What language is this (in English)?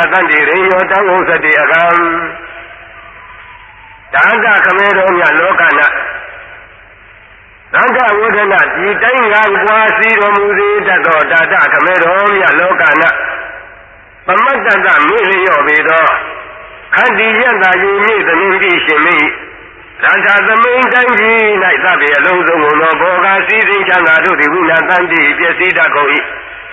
Burmese